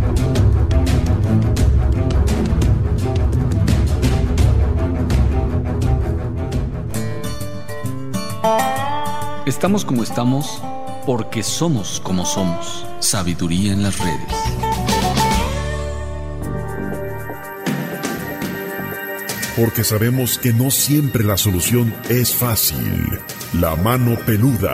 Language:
Spanish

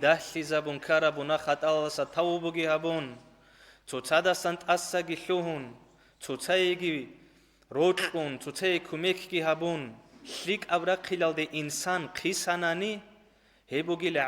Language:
Avaric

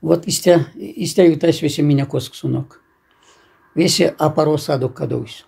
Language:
Erzya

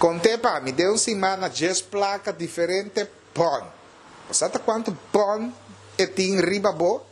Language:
Papiamento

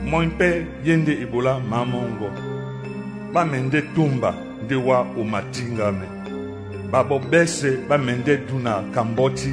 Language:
Duala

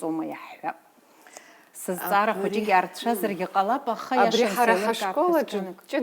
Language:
Abkhazian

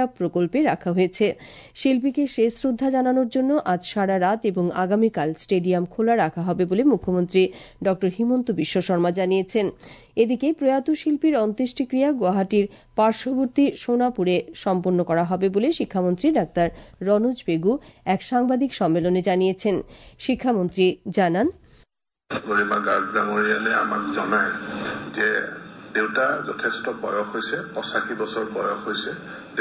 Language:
Bangla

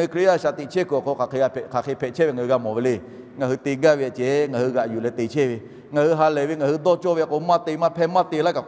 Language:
Lahu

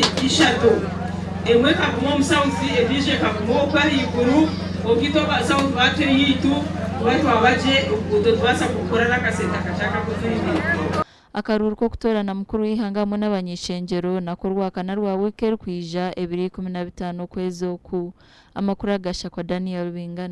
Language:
Nyankole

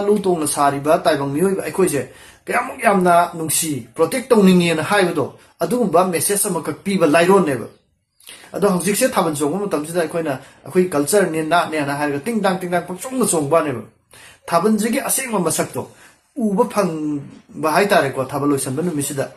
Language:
Manipuri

